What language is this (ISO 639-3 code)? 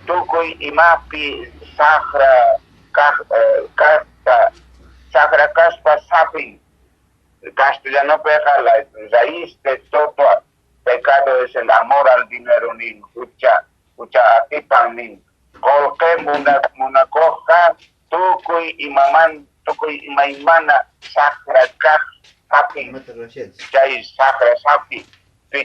que